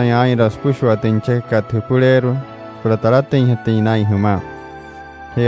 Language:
Wayuu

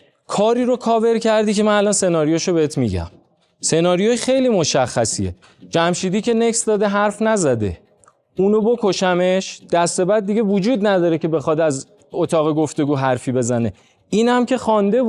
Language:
Persian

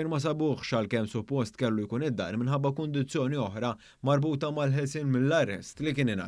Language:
Maltese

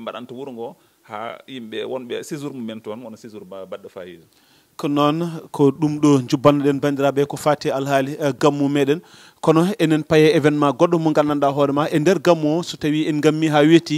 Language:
Fula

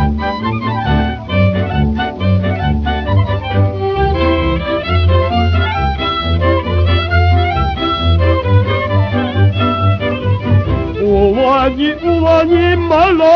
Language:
Polish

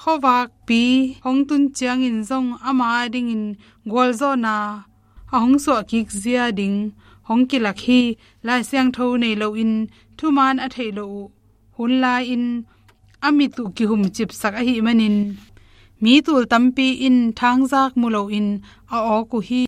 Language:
Tedim Chin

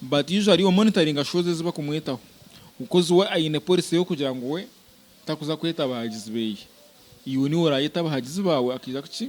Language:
Nyankole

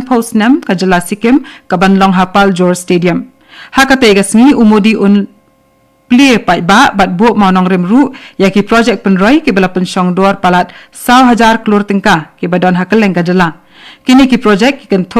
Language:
Khasi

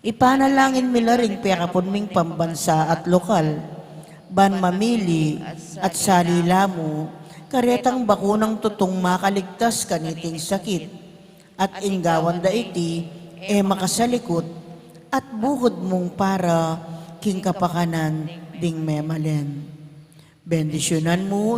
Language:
Pampanga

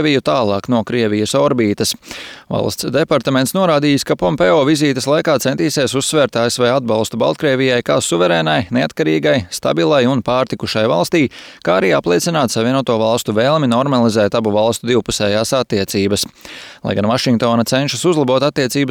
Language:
Latvian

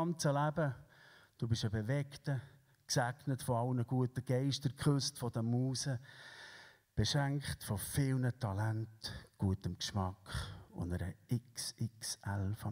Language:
Swiss German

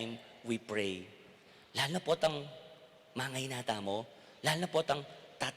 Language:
Pampanga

